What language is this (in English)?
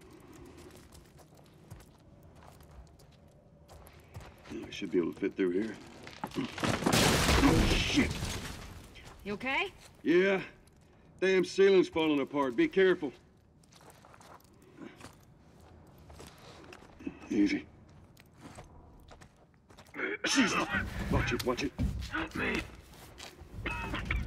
English